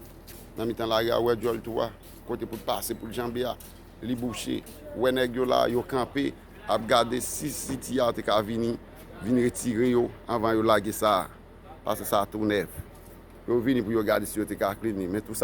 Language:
Haitian Creole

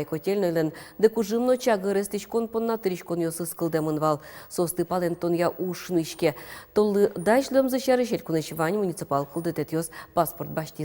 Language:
Udmurt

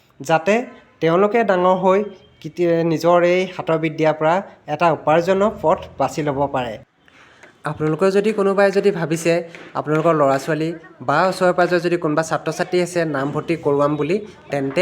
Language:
Assamese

